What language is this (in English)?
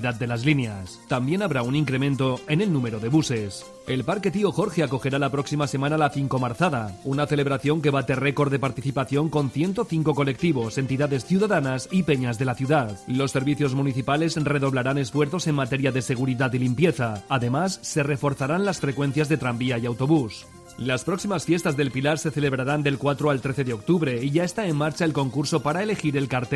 Spanish